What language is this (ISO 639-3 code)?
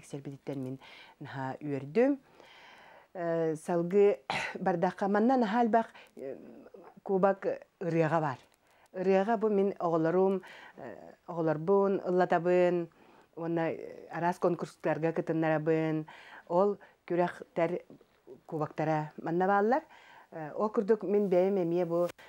sah